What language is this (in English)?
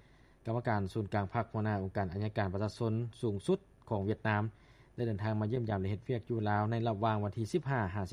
Lao